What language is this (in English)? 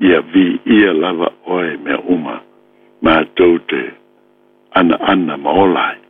Samoan